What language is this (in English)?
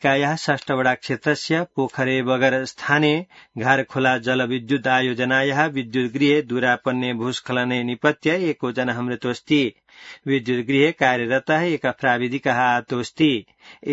Sanskrit